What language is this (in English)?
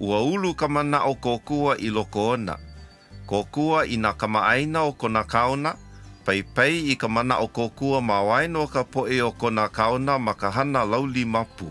Hawaiian